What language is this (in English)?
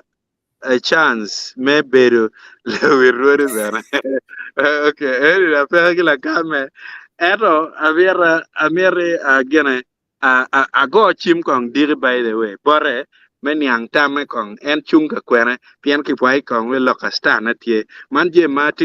Acoli